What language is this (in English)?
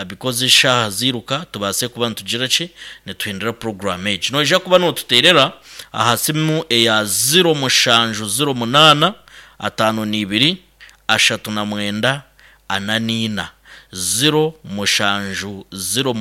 Nyankole